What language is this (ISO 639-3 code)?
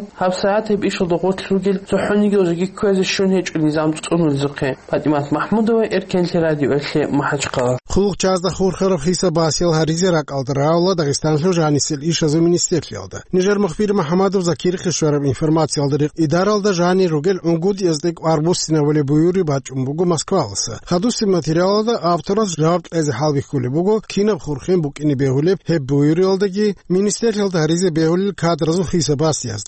ava